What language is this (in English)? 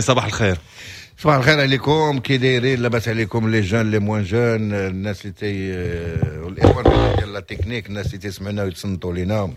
Moroccan Arabic